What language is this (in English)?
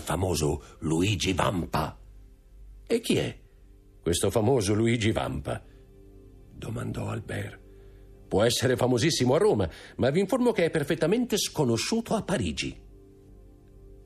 Italian